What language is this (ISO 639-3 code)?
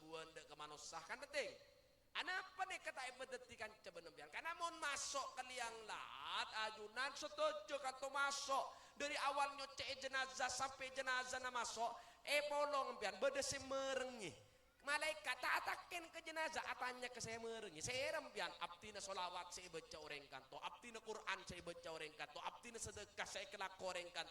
mad